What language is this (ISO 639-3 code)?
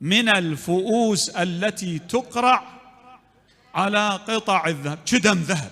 acm